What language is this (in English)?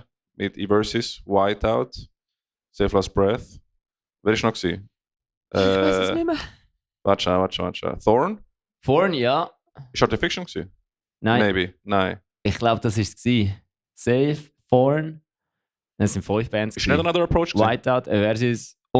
Swiss German